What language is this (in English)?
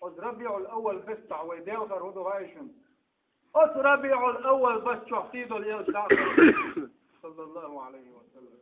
Chechen